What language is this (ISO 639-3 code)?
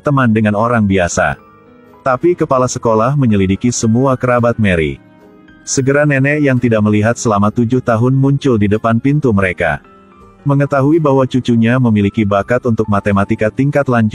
ind